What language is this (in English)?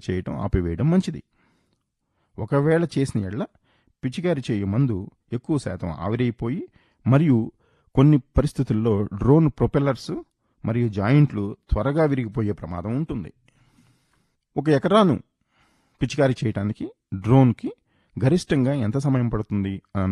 Telugu